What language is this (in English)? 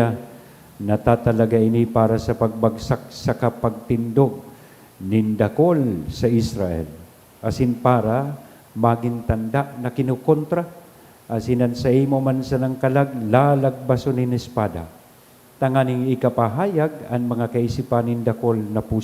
Bikol